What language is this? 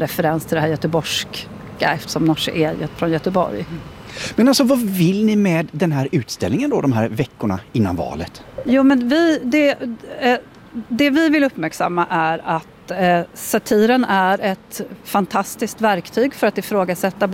Swedish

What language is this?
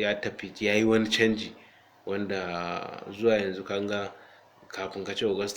Hausa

